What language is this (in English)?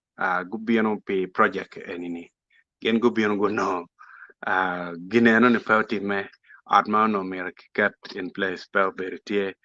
Acoli